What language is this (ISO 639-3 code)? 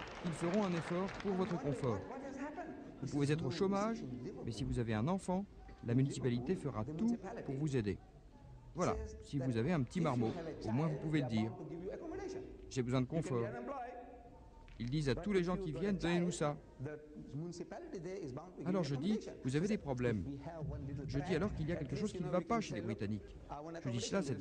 fra